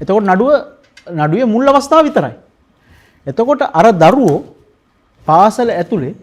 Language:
Sinhala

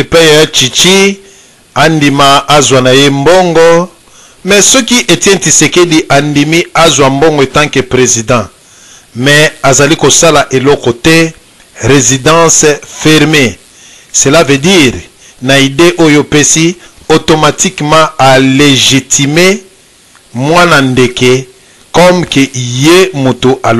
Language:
Lingala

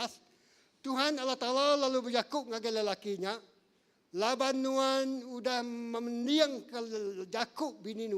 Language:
Iban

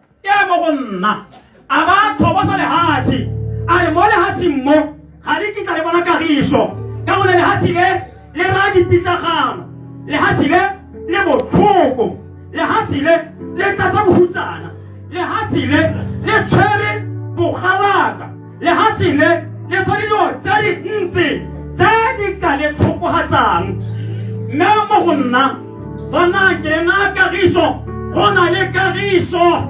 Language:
Tswana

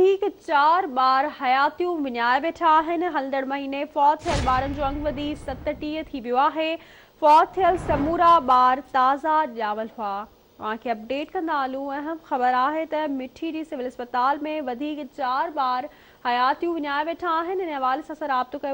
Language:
Sindhi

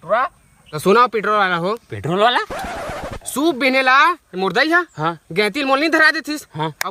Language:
Chhattisgarhi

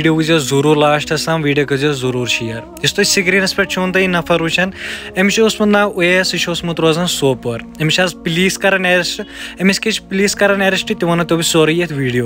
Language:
Kashmiri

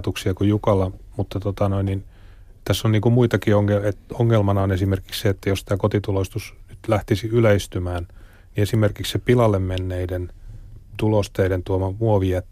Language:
Finnish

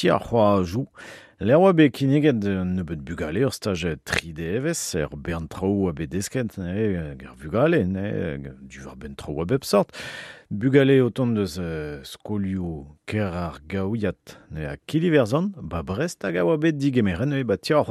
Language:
Breton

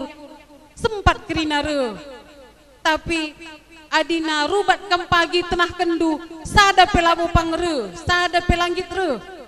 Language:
Batak Karo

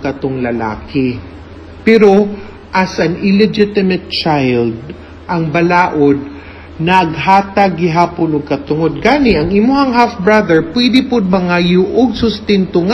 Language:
Cebuano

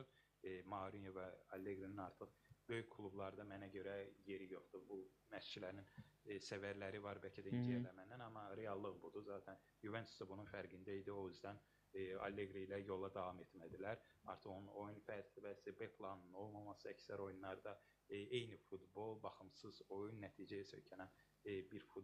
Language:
Azerbaijani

